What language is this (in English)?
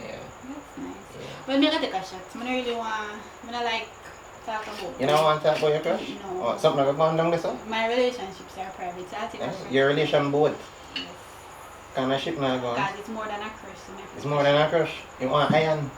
Jamaican Creole English